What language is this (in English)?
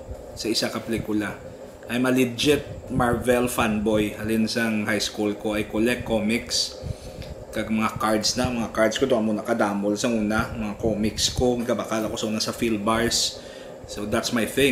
Hiligaynon